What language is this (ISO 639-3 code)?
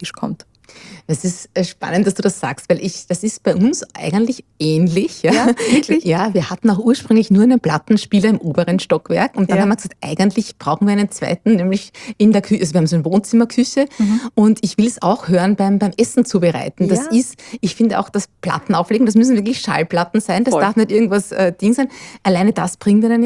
deu